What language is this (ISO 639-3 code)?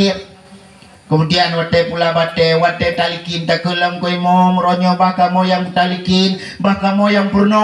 ace